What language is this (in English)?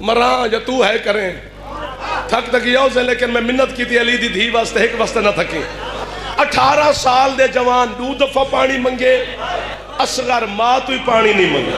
Saraiki